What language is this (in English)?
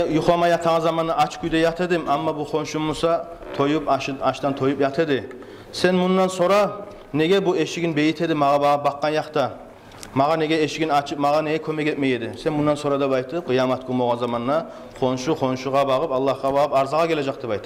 Kumyk